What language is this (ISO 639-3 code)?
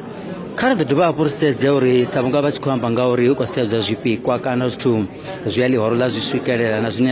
ven